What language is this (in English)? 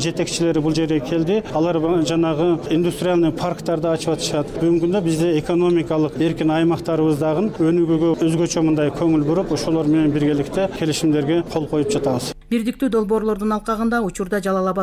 Kyrgyz